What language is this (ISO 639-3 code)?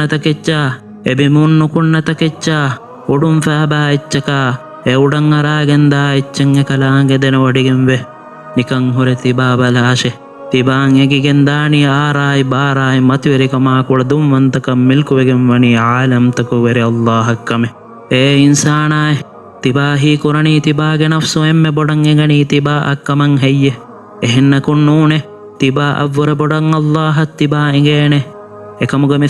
div